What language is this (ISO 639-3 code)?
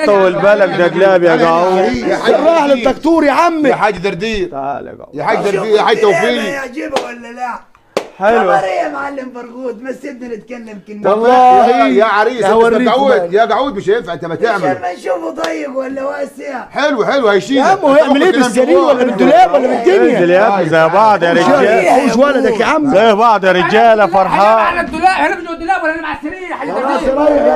arz